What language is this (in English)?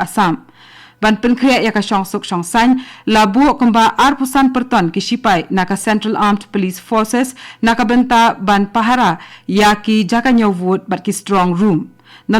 Khasi